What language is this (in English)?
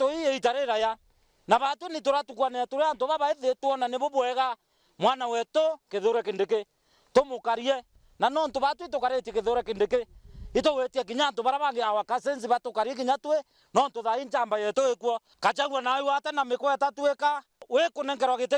Meru